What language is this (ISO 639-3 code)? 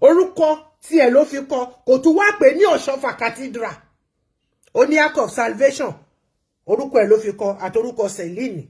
yor